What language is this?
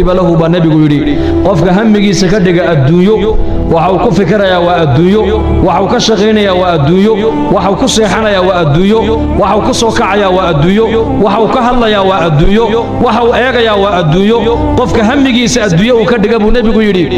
Somali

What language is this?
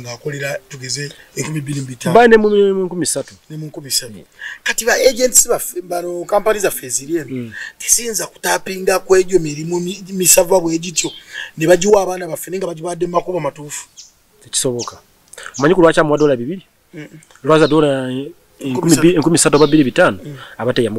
Ganda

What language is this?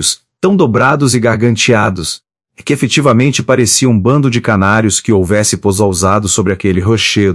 Portuguese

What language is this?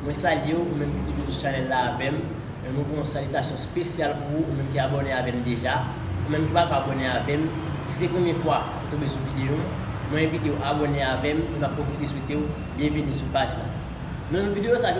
Haitian Creole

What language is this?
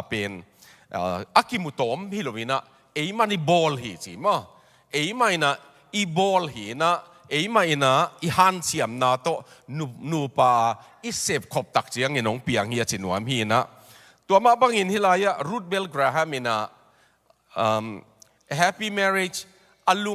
Tedim Chin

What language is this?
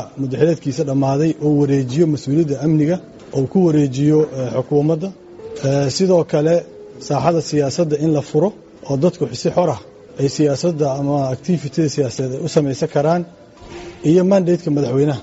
Somali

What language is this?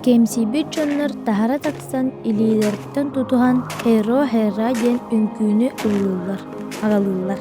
Yakut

